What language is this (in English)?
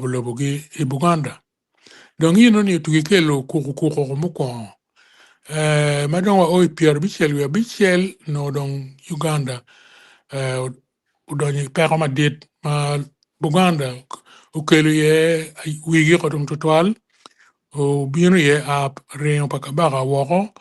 Acoli